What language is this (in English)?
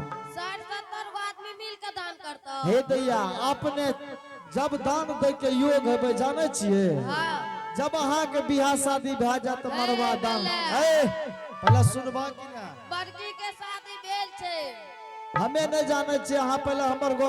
Angika